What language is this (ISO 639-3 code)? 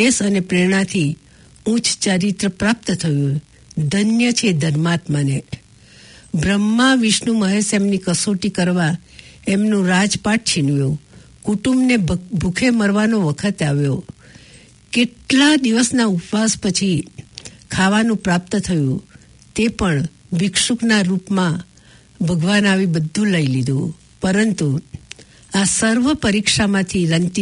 guj